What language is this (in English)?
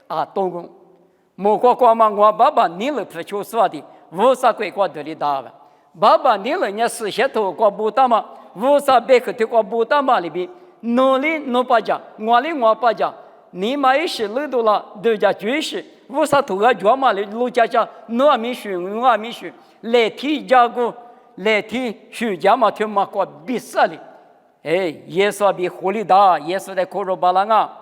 Lisu